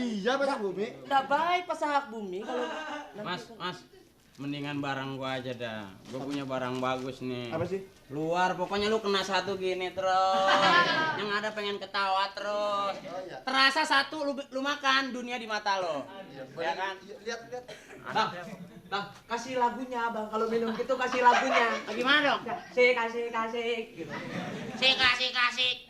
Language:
Betawi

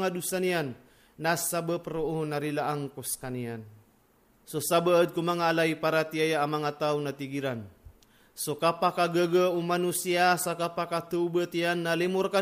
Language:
Maranao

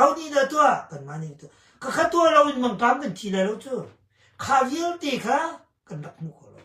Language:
Hakha Chin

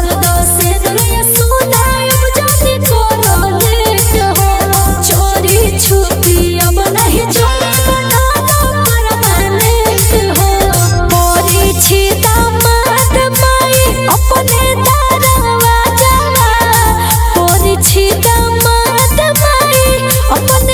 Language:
Bhojpuri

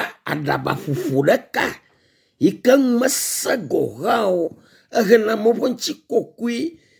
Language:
Ewe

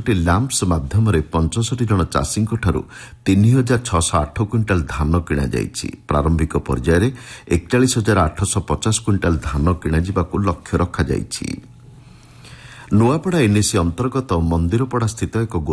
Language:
Odia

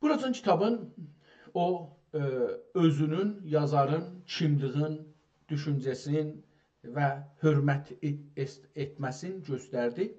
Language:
South Azerbaijani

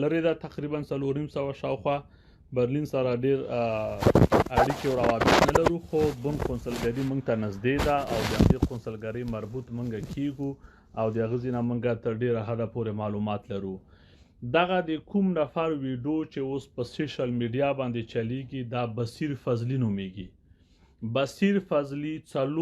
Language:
Pashto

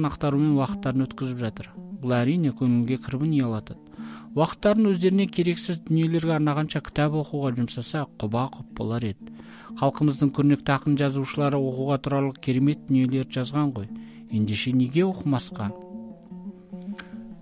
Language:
Kazakh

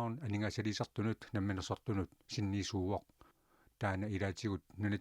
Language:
Kalaallisut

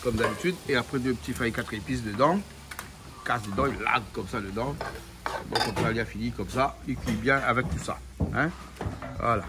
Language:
Réunion Creole French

